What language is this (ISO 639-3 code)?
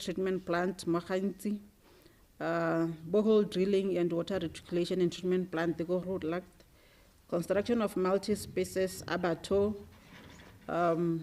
tsn